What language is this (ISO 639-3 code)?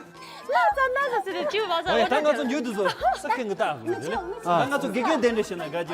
bod